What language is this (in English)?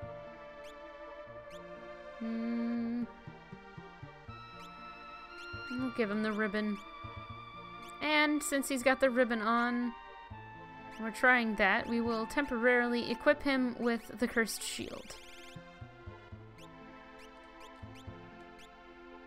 English